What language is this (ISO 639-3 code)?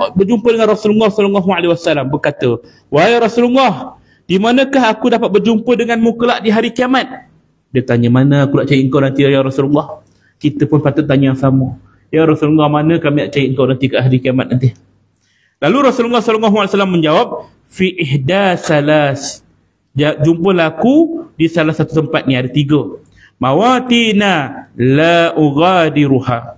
msa